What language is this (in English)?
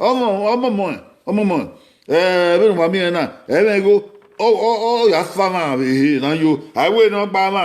Bini